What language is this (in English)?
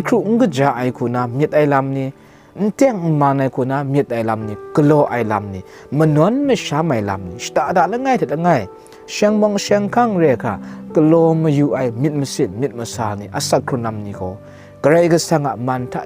Kachin